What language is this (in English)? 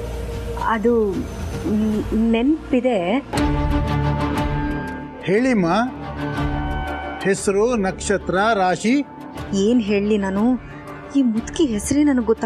Kannada